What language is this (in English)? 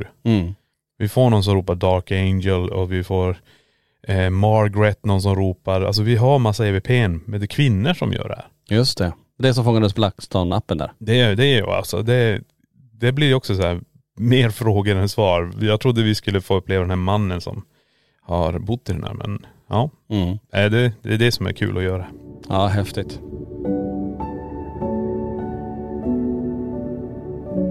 Swedish